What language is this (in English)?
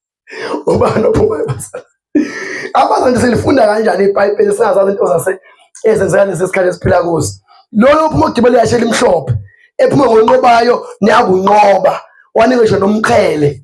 Zulu